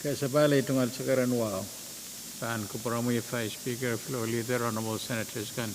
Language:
Pohnpeian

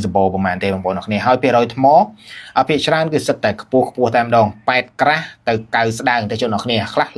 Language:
Khmer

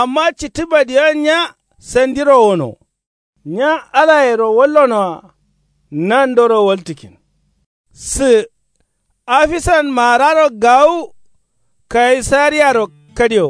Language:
Kanuri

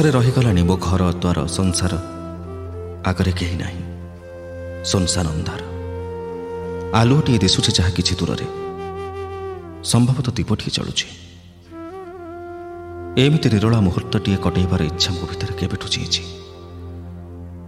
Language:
Odia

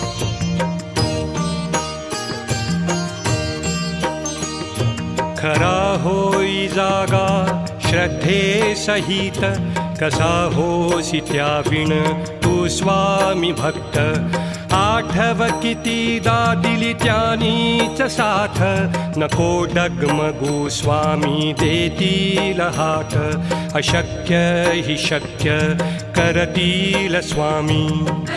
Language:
Marathi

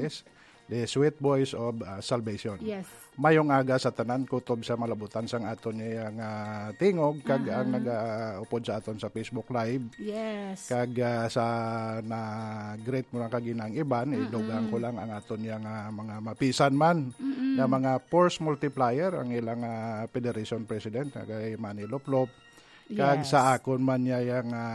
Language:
Hiligaynon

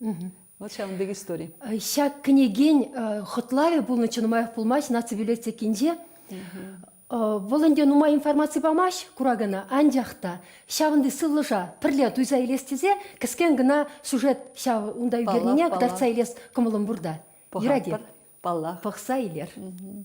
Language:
Chuvash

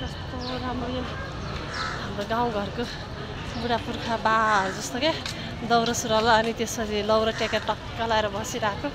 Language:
Nepali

